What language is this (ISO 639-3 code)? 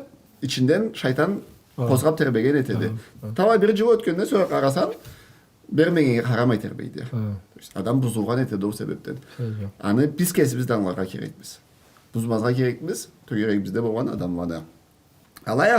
krc